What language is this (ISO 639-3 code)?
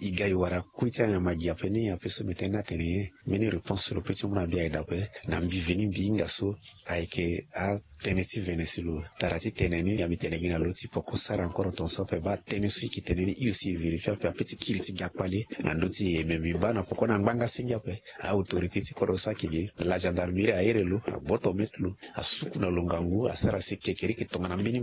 sag